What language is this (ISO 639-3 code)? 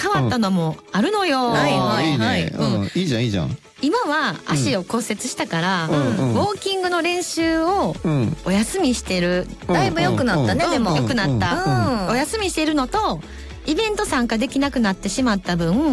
jpn